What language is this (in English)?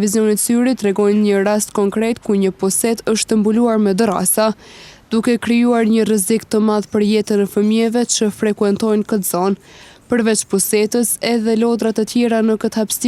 Albanian